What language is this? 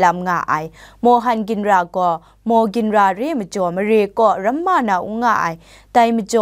Kachin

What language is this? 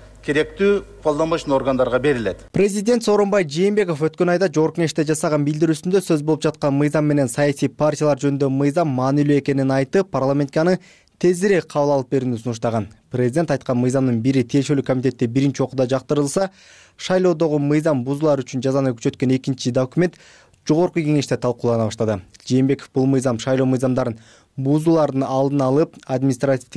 Kyrgyz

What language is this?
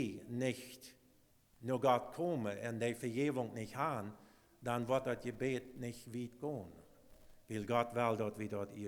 Plautdietsch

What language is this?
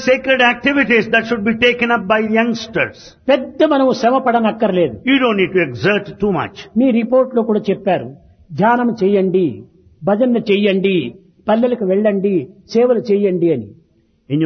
Telugu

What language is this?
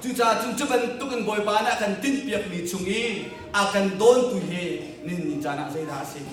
Hakha Chin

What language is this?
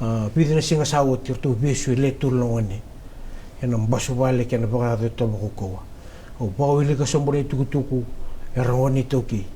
Fijian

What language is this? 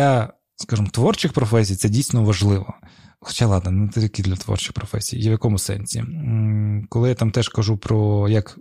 Ukrainian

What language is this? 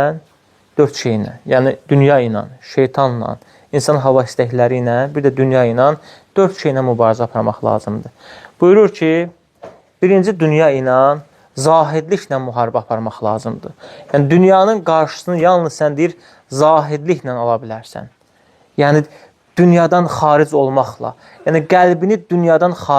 Azerbaijani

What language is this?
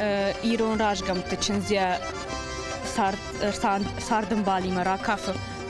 Ossetic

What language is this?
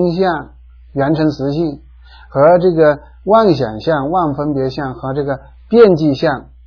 Chinese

